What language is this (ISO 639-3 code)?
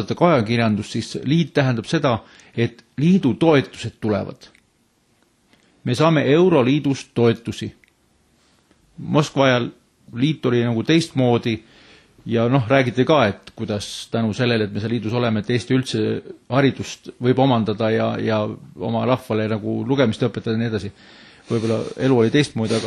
est